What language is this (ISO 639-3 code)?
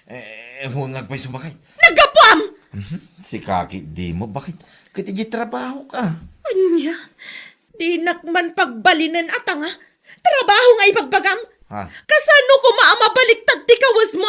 ilo